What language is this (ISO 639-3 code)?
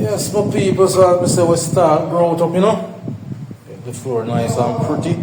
jam